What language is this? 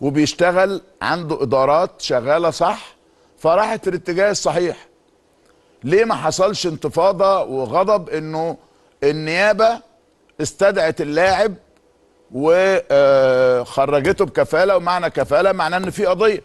Egyptian Arabic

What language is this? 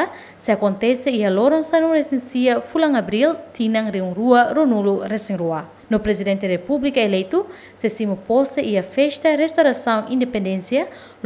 Tetum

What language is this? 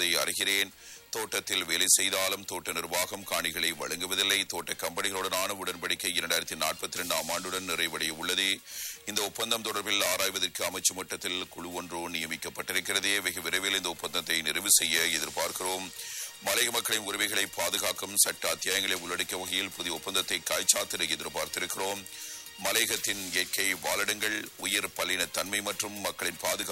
Tamil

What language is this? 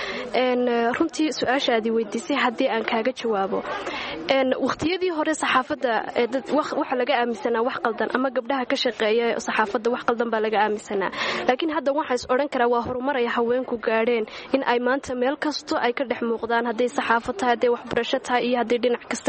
Somali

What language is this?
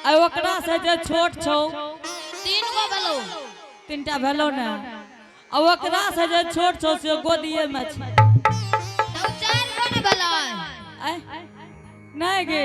Angika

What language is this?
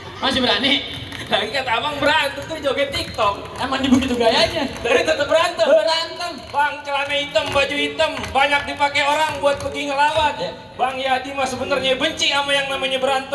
Betawi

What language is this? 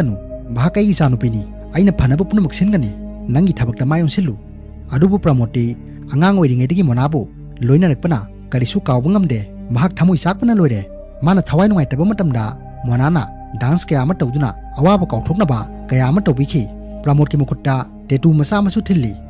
Manipuri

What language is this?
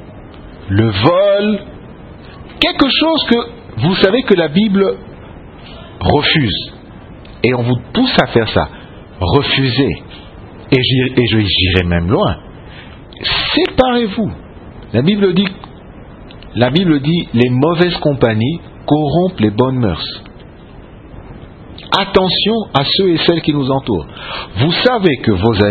French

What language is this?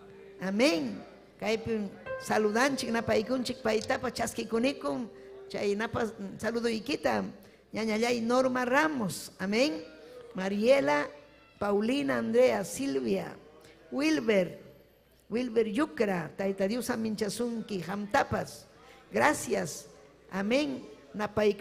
Ayacucho Quechua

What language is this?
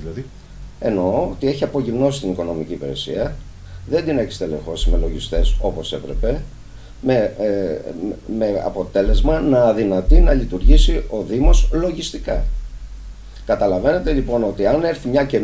Greek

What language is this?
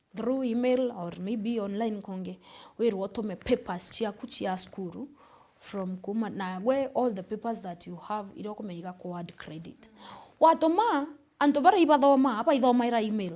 Meru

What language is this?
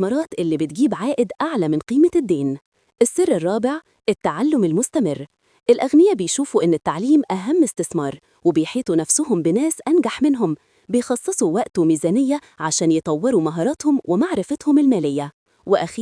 Egyptian Arabic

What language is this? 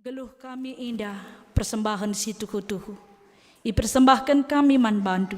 Batak Karo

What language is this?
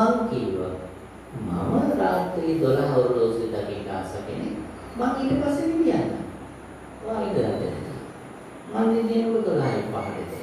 Sinhala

